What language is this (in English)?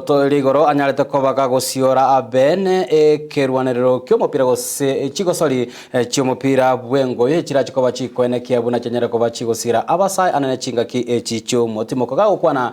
Gusii